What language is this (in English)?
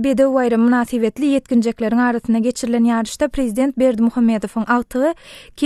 Turkmen